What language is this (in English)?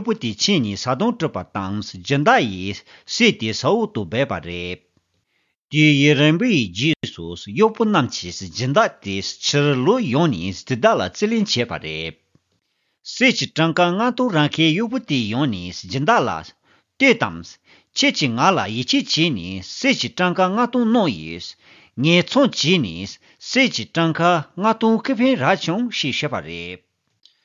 Tibetan